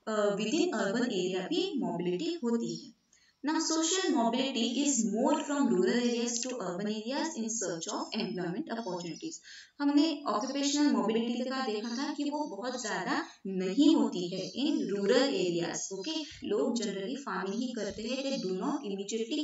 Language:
Hindi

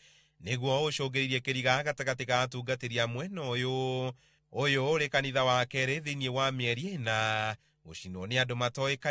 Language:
Kikuyu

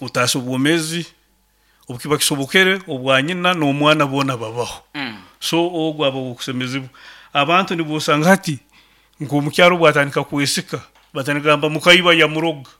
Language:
Nyankole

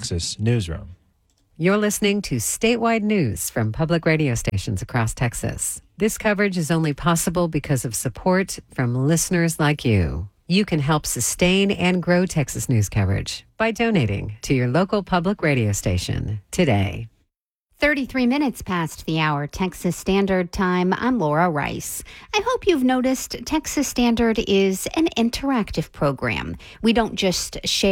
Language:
English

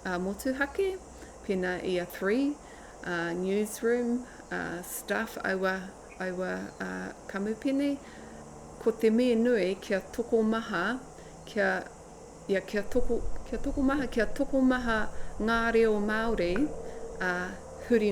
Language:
Māori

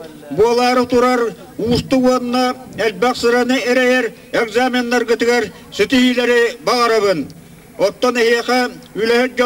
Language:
Yakut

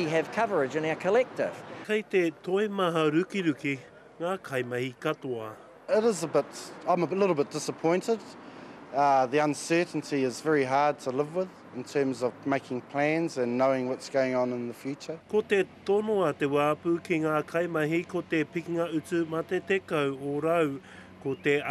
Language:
Māori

